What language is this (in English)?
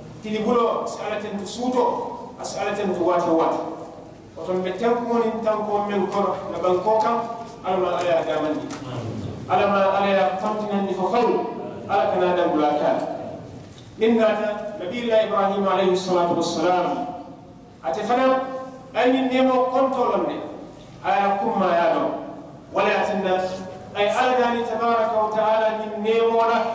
Mandingo